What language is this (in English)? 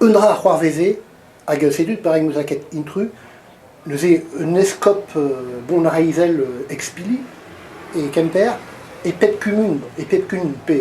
Breton